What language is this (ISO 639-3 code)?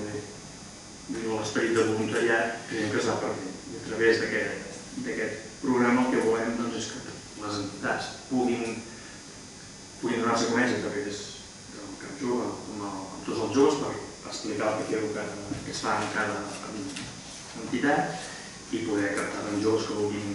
cat